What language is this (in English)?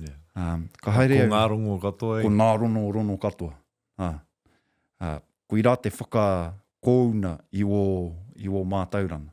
Māori